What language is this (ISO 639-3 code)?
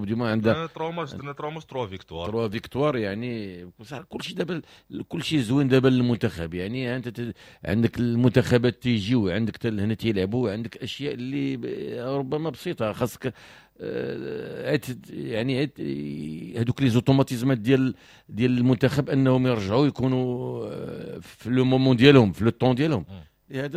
ary